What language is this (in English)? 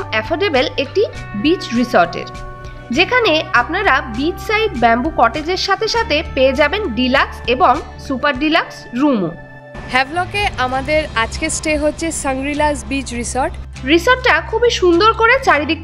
Bangla